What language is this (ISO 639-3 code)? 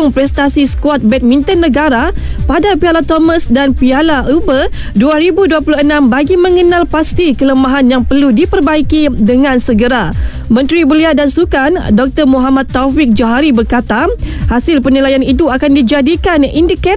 msa